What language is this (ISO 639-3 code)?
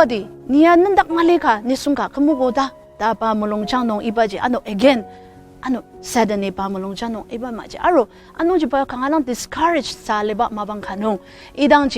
njo